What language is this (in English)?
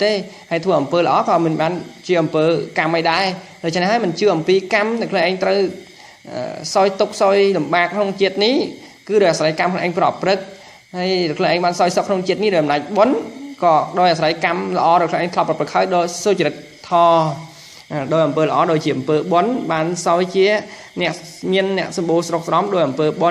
Khmer